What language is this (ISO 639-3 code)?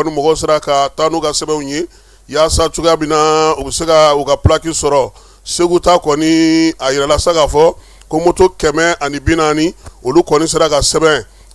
bam